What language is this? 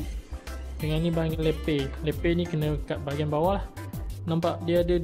Malay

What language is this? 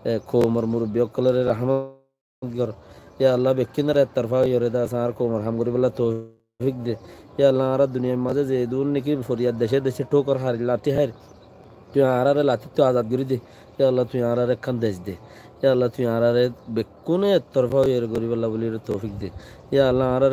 Rohingya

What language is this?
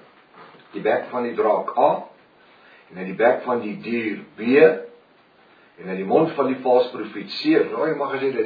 Afrikaans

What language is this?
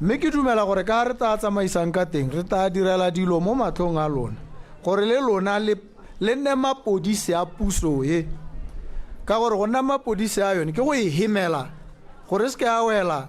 Tswana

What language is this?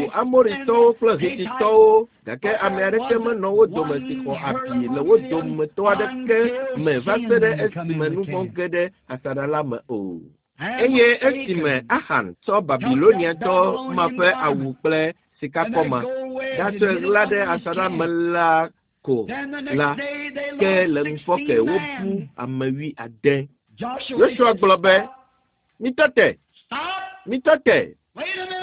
Ewe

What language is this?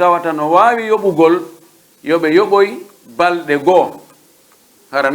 Pular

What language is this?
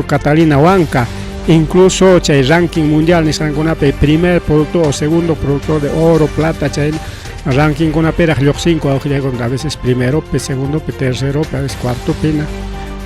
Ayacucho Quechua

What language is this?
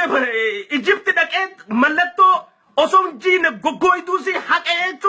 Oromo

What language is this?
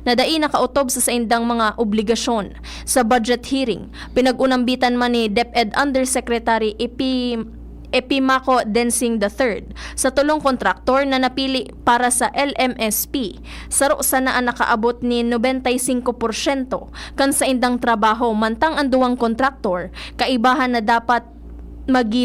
Bikol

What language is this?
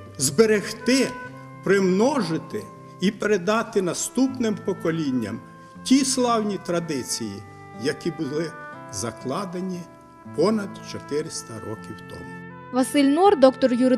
Ukrainian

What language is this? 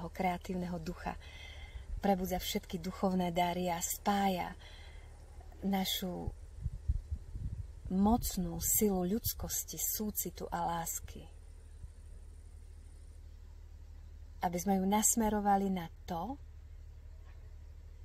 Slovak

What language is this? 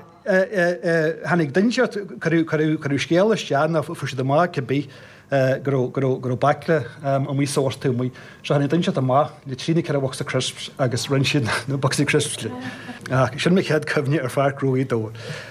Irish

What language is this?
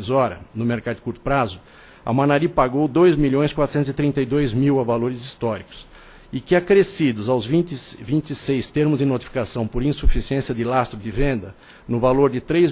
Portuguese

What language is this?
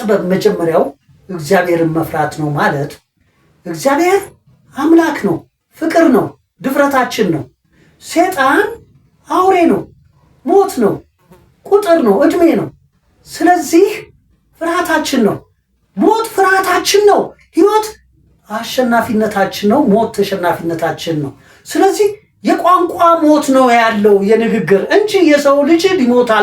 Amharic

